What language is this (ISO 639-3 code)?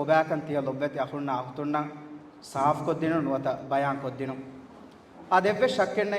div